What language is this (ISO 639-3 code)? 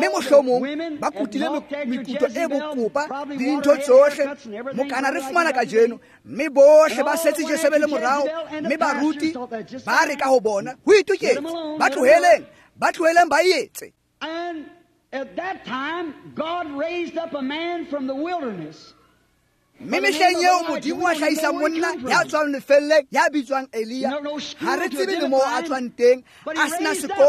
tsn